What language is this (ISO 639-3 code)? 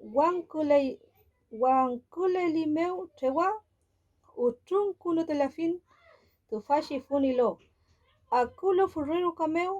arn